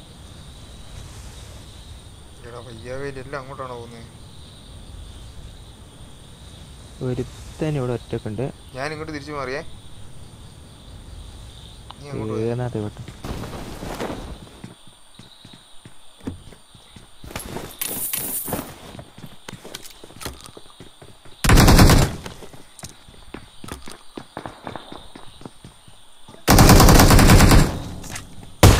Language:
Malayalam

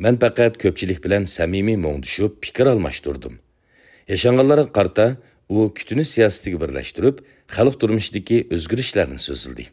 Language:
Uyghur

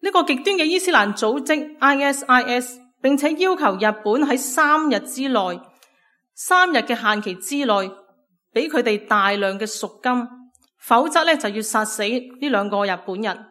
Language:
Cantonese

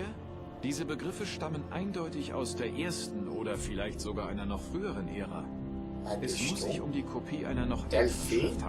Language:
Swiss German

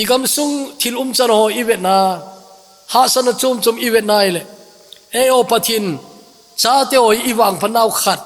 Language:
Thado Chin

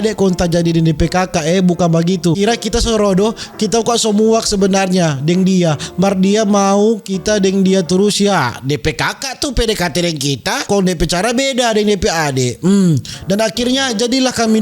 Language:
Manado Malay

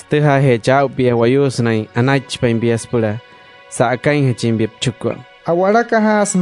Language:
Wayuu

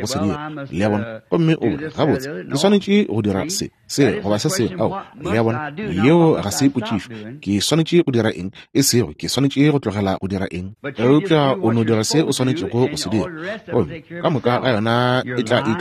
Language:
Northern Sotho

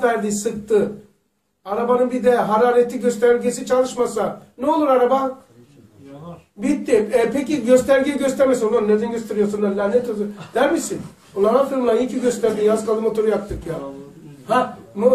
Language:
Turkish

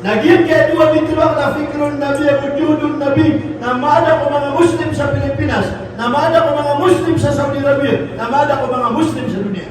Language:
Maranao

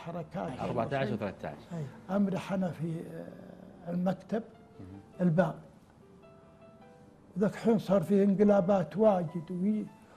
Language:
Gulf Arabic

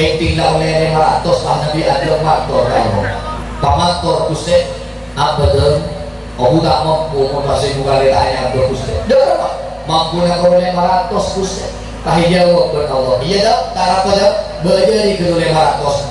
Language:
Madurese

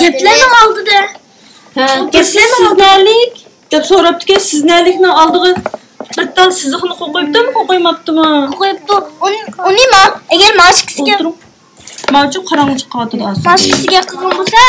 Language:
Uyghur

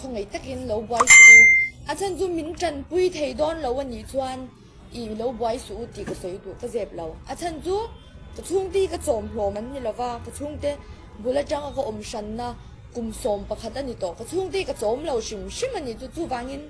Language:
Mizo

